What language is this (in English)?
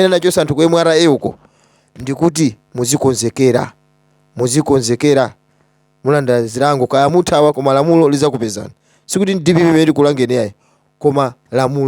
Nyanja